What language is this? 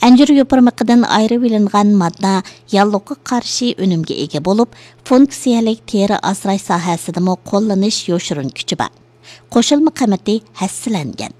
Uyghur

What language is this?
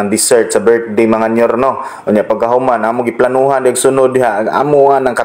Cebuano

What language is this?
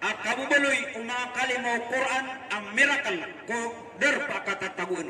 Maranao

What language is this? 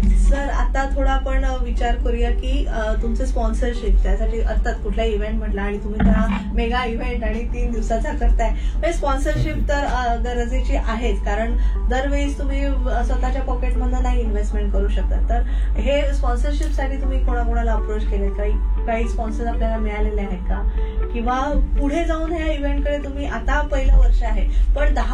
Marathi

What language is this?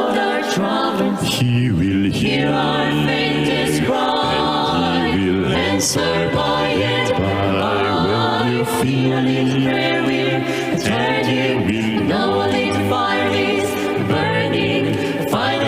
Aymara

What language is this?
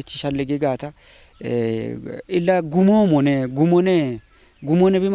Kafa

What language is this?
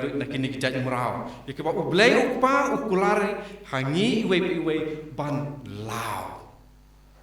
Khasi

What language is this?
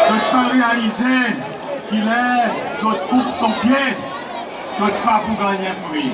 Seselwa Creole French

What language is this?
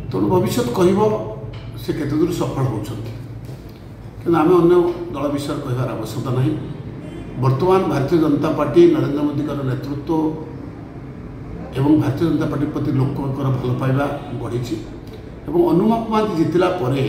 Odia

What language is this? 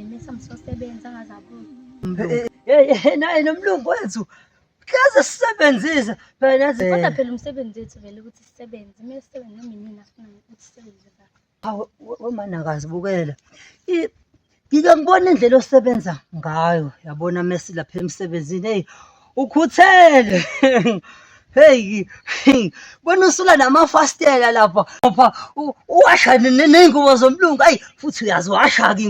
Zulu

